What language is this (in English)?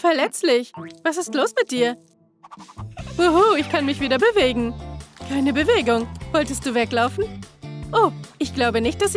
German